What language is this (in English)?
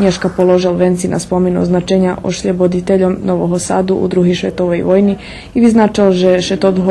Rusyn